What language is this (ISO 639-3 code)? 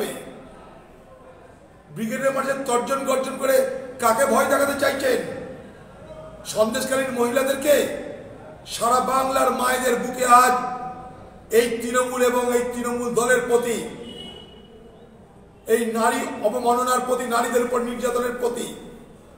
ben